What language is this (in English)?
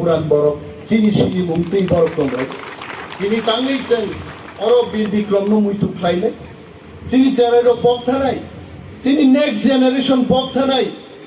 Kok Borok